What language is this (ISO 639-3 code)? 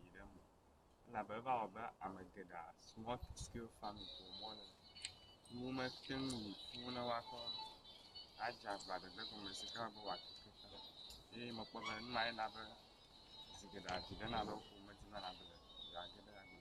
ewe